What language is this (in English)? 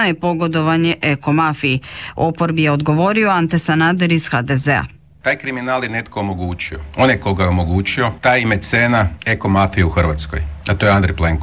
Croatian